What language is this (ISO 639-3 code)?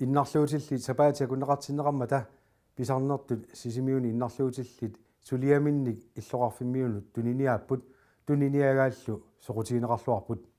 kal